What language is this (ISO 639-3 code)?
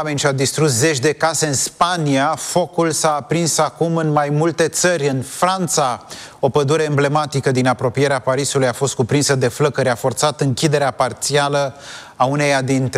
ron